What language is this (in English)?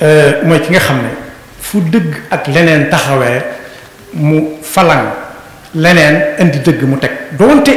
Wolof